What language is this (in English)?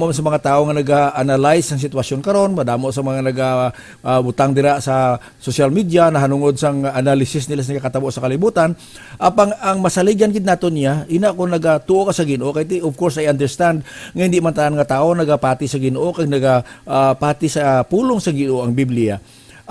Hiligaynon